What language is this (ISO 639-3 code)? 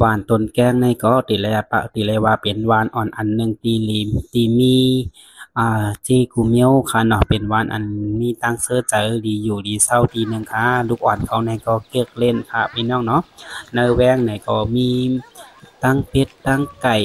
shn